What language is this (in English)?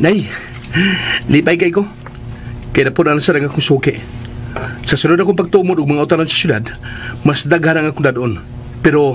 Cebuano